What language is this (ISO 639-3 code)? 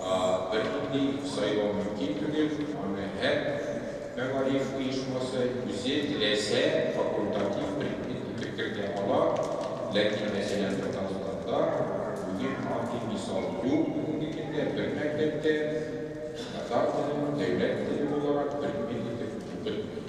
tat